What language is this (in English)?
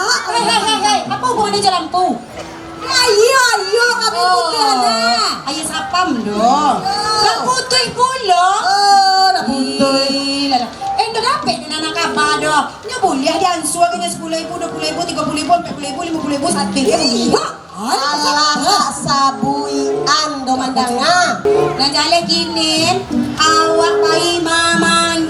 Minangkabau